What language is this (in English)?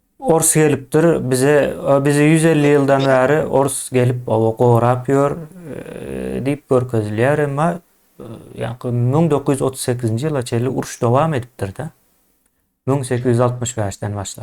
Turkmen